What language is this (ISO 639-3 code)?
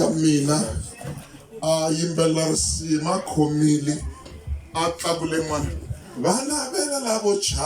tso